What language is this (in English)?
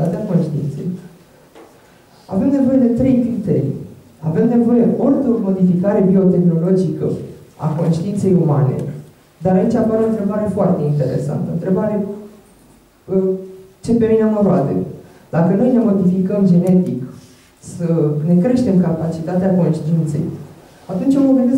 Romanian